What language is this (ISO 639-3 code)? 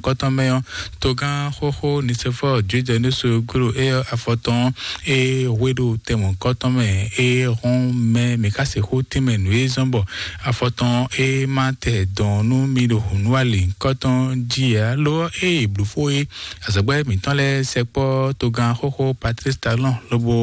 fon